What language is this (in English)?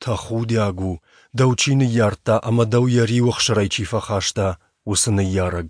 Ossetic